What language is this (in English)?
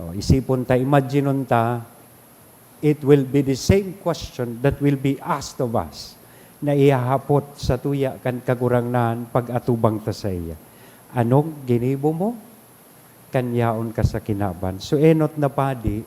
Bikol